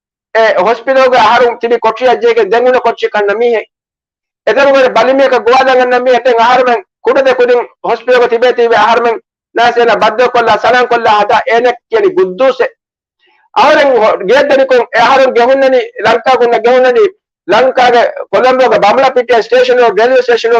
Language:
Divehi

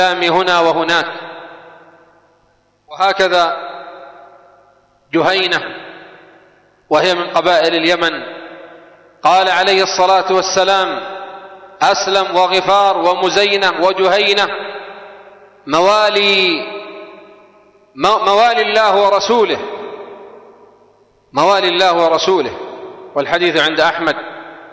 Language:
Arabic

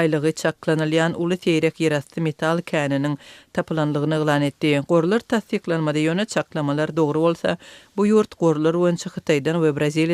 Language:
Turkmen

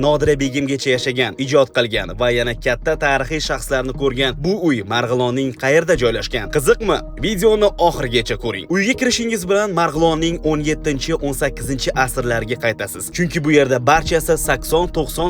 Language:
Uzbek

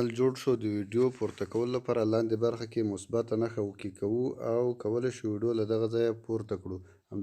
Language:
Pashto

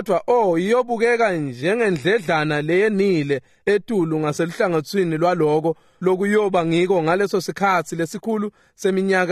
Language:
Swati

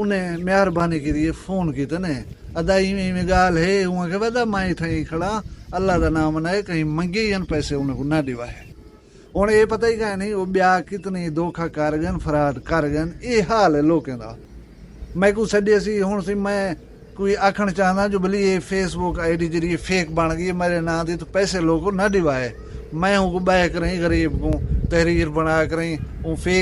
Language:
Saraiki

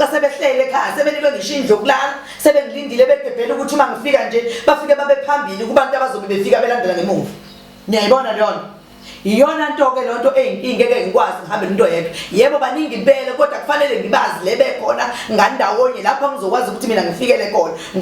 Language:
Zulu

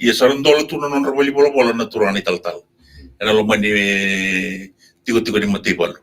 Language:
Fijian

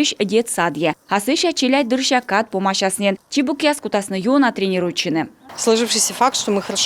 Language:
Komi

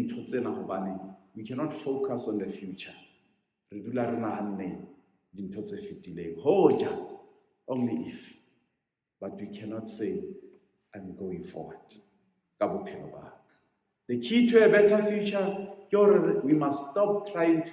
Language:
Southern Sotho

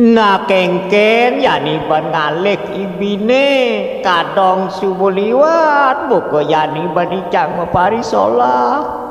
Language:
Balinese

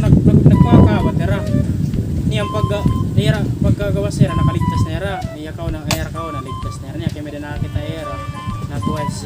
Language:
Waray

